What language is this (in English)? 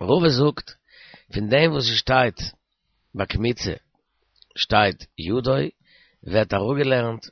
Yiddish